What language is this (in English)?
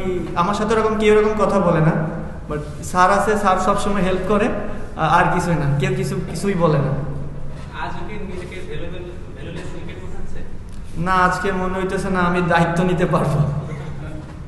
Bangla